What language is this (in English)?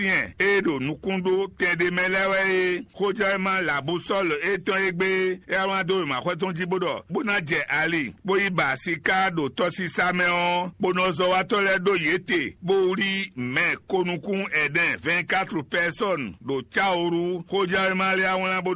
Fon